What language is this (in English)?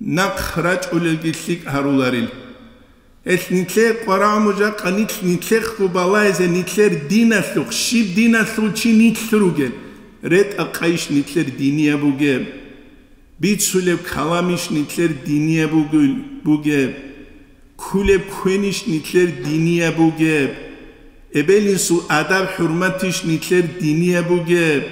Avaric